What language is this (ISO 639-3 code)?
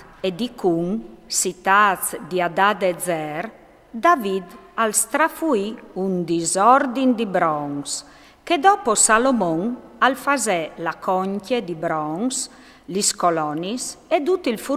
fur